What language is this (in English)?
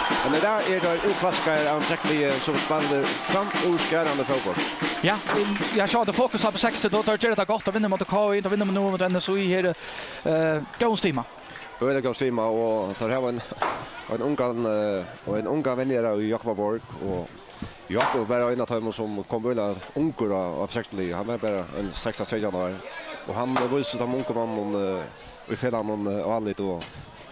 Faroese